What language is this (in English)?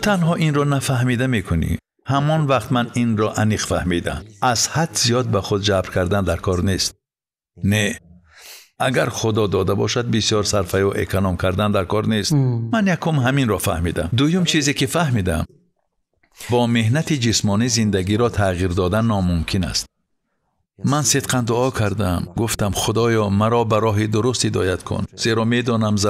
Tajik